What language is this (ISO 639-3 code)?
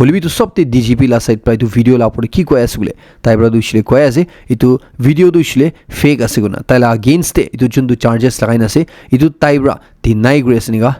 nag